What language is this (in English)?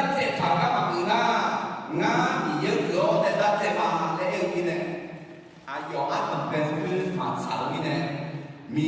Akha